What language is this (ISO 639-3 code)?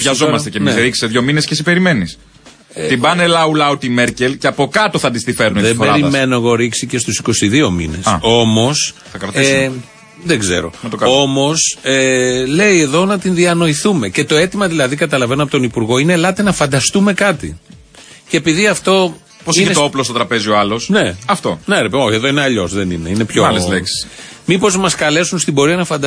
ell